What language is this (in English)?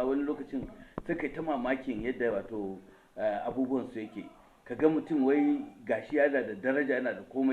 Hausa